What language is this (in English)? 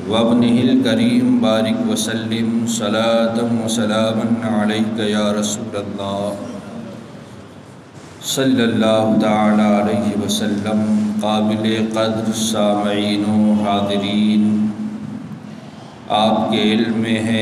Urdu